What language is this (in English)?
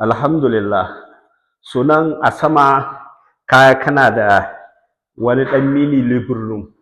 Hausa